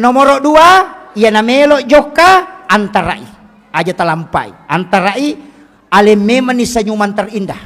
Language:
Buginese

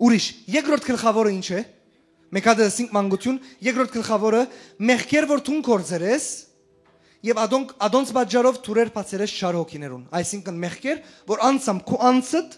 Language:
Western Armenian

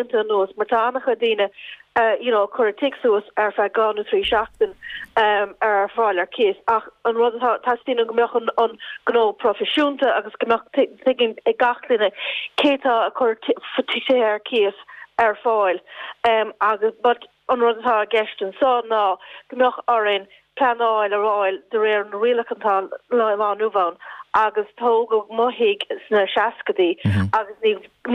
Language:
Irish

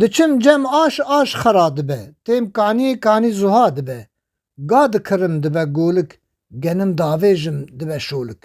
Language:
Kurdish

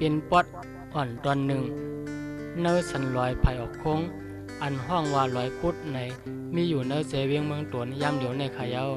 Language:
Shan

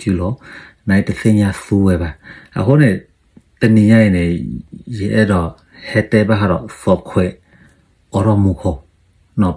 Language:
S'gaw Karen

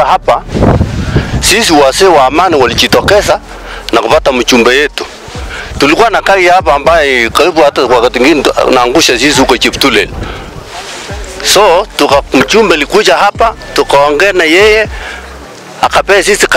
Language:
Swahili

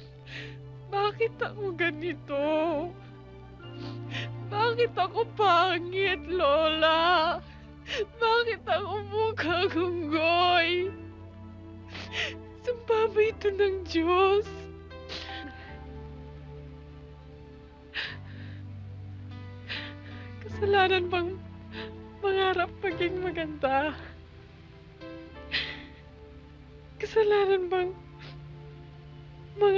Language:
Filipino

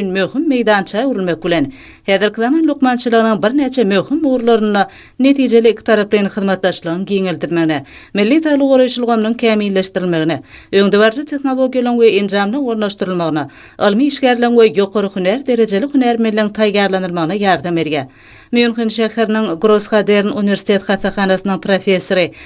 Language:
Turkmen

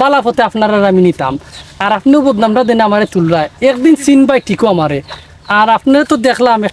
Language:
Sylheti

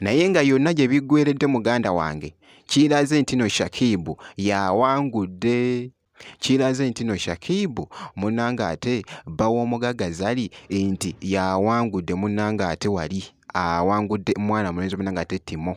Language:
Ganda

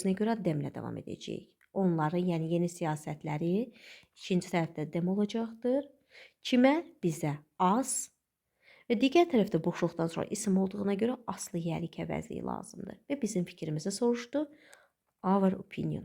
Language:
Azerbaijani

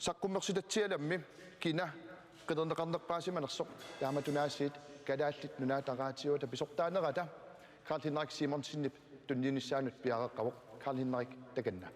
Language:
Kalaallisut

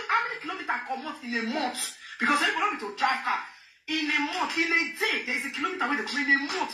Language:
Nigerian Pidgin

